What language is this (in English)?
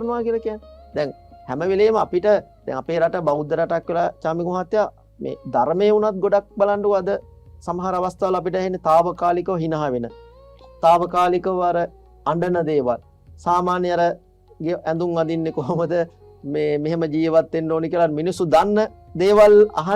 Sinhala